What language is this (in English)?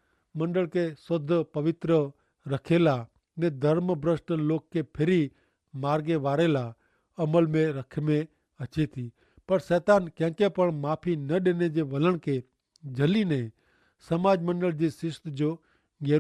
Kachhi